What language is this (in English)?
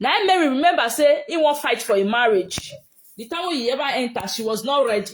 Nigerian Pidgin